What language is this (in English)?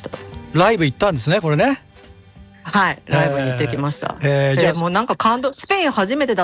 Japanese